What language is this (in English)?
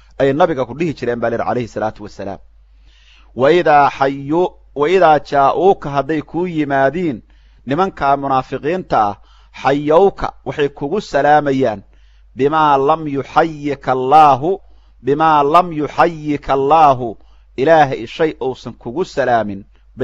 Somali